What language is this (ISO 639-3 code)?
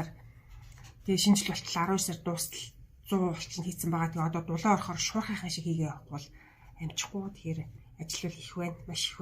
mon